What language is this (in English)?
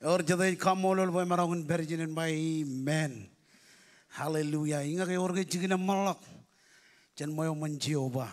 Marshallese